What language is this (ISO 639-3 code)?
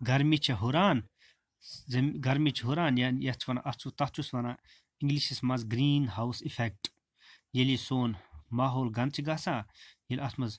kas